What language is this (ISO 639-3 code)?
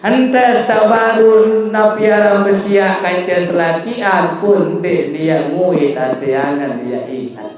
sas